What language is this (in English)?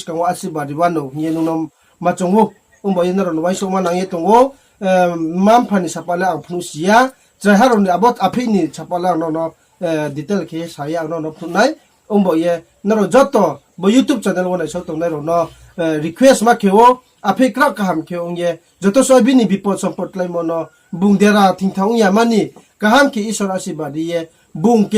Riang (India)